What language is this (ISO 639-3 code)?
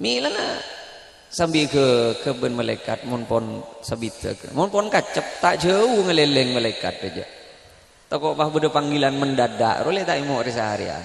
mad